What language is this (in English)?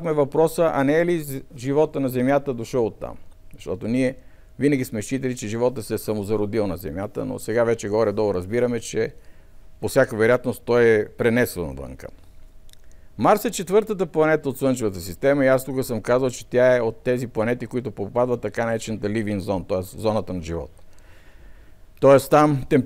Bulgarian